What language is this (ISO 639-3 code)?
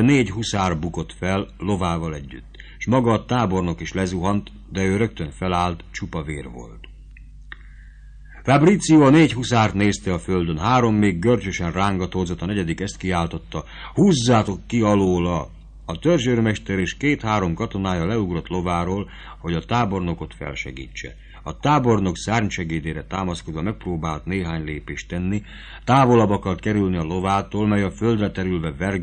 hun